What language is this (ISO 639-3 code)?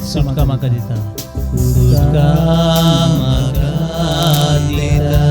kok